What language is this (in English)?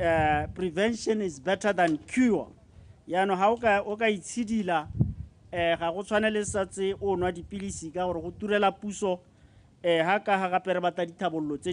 Tswana